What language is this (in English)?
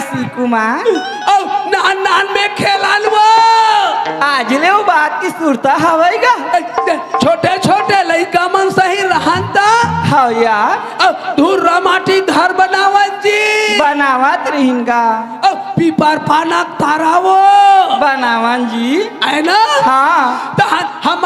Chhattisgarhi